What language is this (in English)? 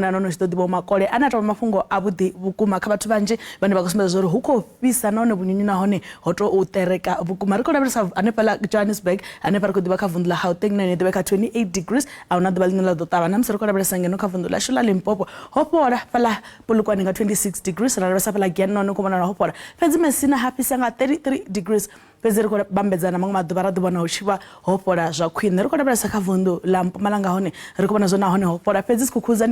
Venda